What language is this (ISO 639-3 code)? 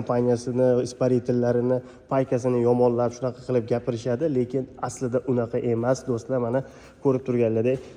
uzb